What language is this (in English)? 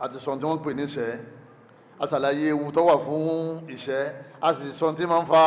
Yoruba